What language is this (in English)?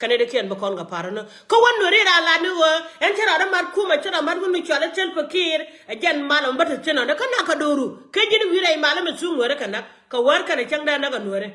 Nuer